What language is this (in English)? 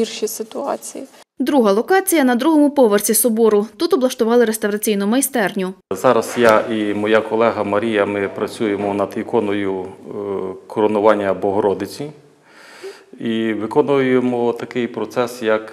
Ukrainian